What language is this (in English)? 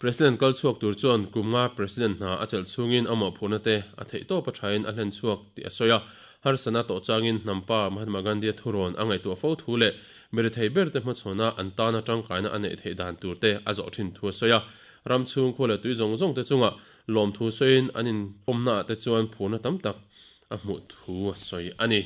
Mizo